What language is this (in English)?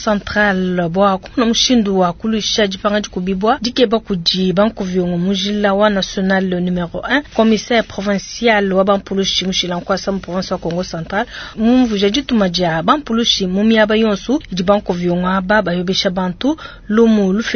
Luba-Lulua